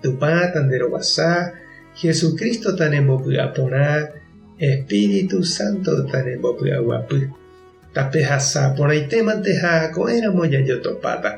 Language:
Guarani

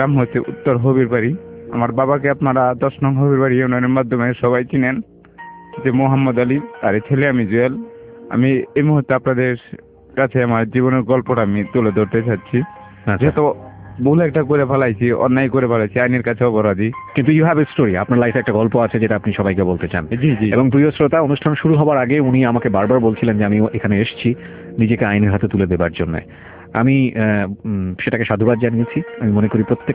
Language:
Bangla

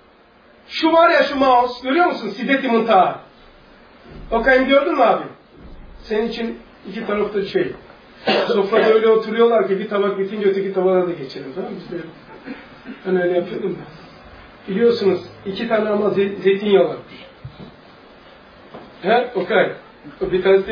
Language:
Turkish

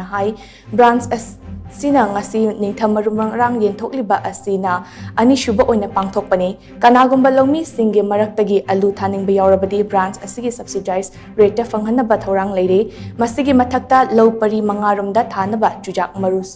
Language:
Manipuri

